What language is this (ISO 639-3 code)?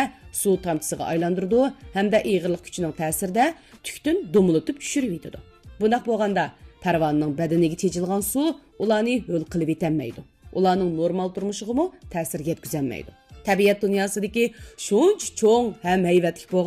uig